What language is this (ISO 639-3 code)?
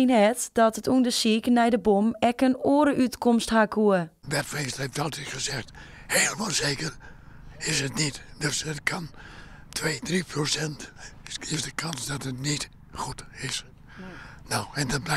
fry